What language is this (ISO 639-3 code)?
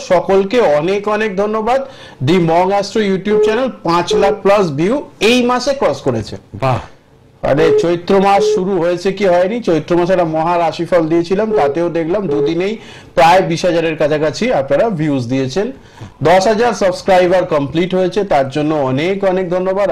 ben